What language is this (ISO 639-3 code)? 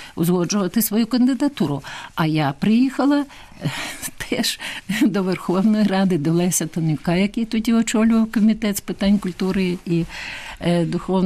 ukr